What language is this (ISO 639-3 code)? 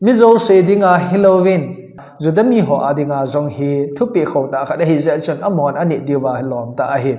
tcz